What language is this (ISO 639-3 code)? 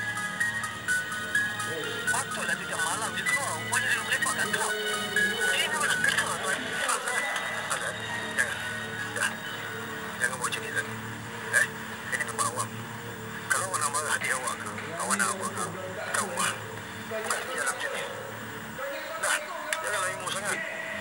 msa